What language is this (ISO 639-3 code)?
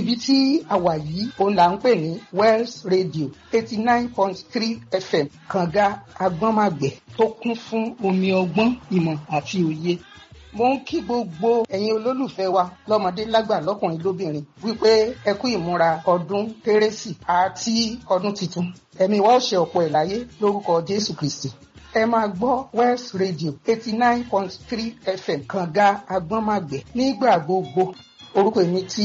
yor